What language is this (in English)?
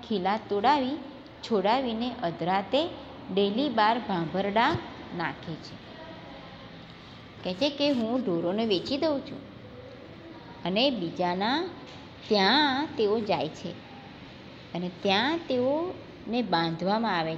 Gujarati